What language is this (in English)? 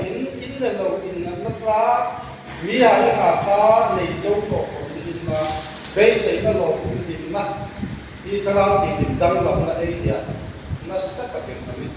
Hmar